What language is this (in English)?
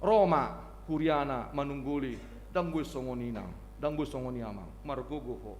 Batak Toba